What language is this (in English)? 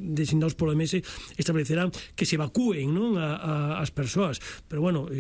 Galician